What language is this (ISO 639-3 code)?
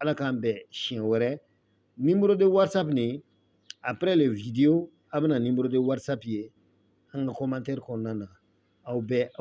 bam